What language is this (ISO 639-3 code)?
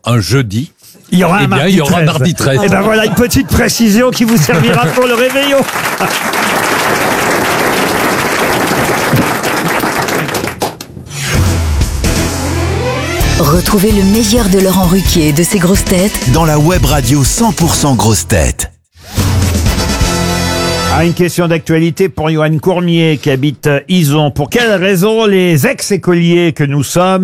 fra